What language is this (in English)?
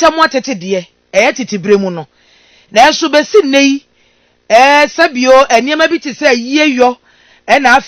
Akan